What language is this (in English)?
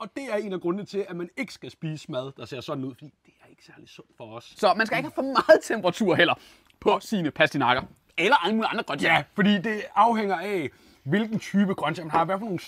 Danish